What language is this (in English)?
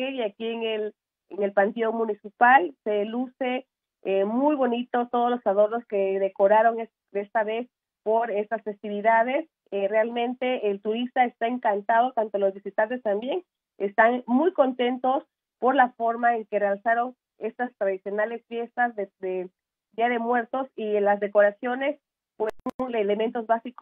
Spanish